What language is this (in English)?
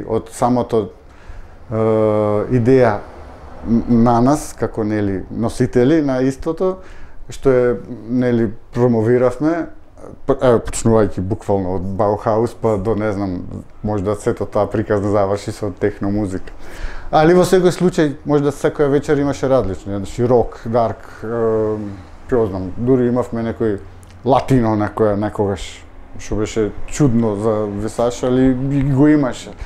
Macedonian